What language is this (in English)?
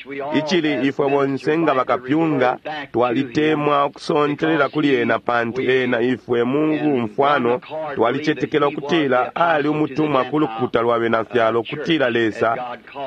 Bemba